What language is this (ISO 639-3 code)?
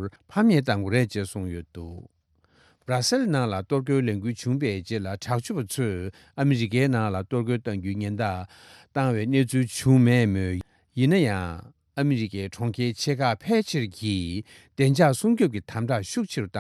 bod